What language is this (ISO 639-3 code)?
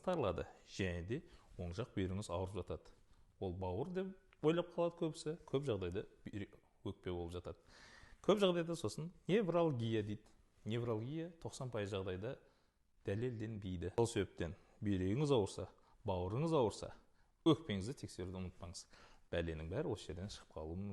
kaz